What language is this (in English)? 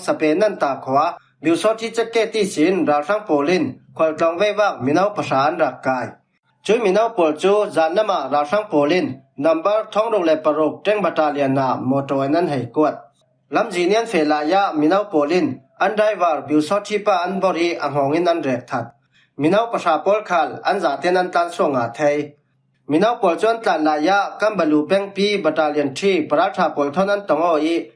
Falam Chin